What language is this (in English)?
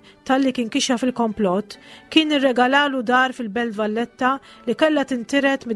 Maltese